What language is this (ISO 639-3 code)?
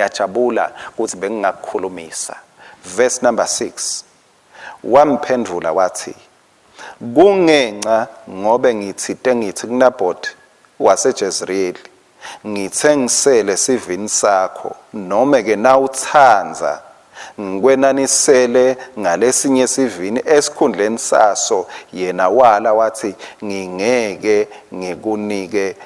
ssw